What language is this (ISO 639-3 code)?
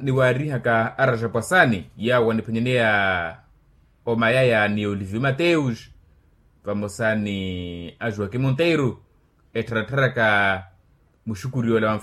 vmw